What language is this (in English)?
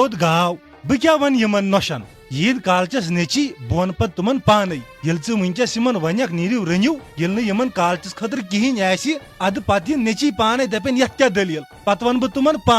Kashmiri